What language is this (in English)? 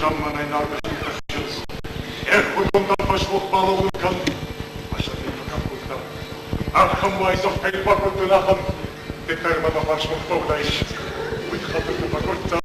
Ossetic